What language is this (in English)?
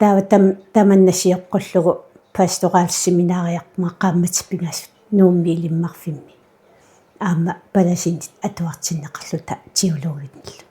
Kalaallisut